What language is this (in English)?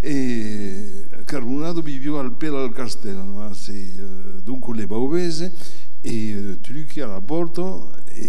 Occitan